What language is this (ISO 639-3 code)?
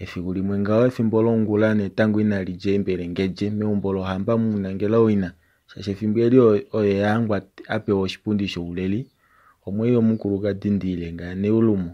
kua